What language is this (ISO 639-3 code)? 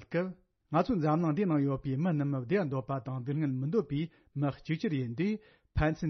bod